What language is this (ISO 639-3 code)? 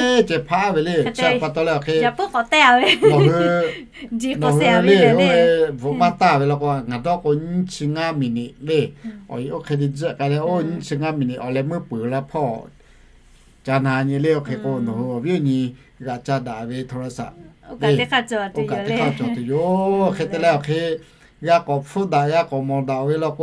lhu